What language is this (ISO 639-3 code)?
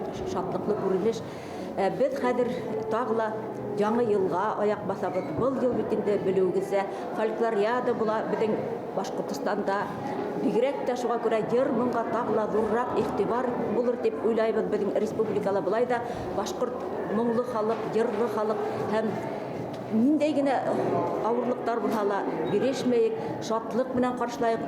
bak